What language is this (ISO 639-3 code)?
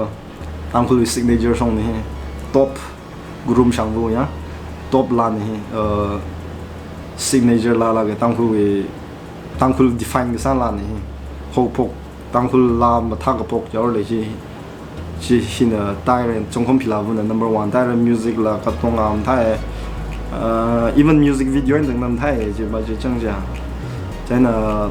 nmf